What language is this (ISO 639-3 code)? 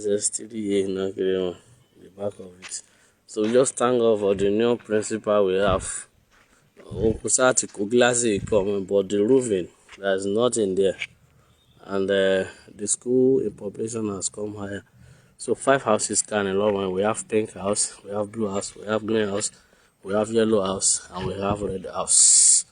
yor